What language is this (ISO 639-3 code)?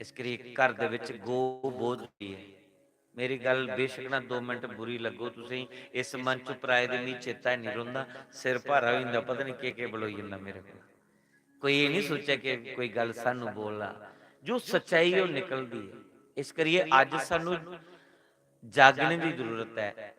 doi